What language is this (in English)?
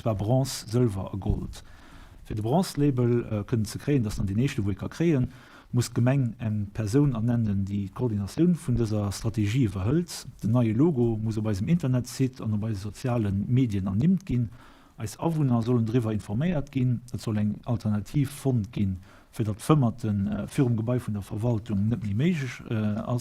Luxembourgish